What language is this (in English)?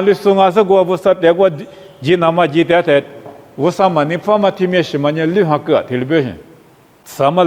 Lisu